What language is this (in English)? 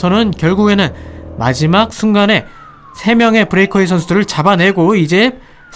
Korean